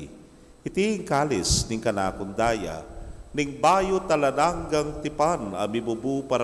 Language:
Pampanga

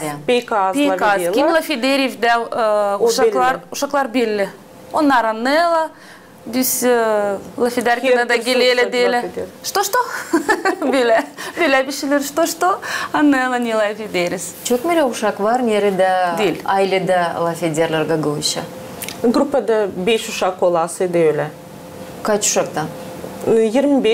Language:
Gagauz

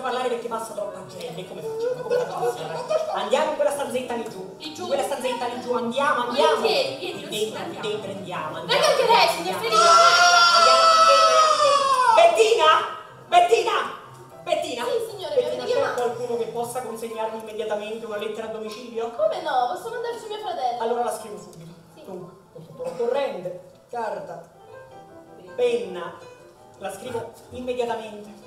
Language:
Italian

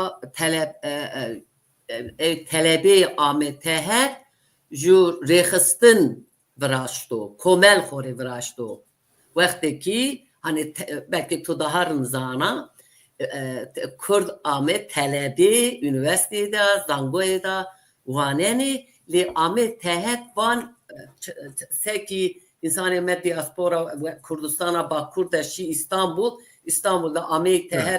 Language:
Zaza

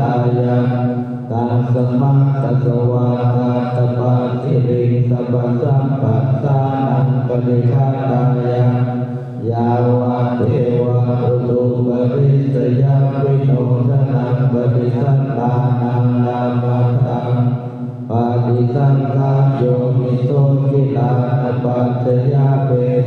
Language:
Pali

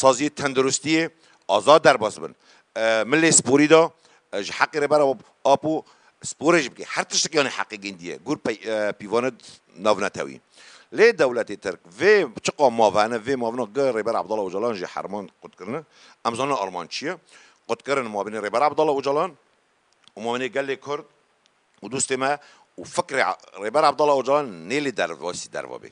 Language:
Kurdish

